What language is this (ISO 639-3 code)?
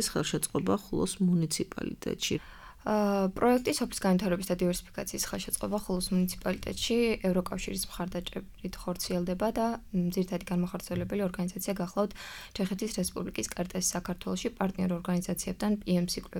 kat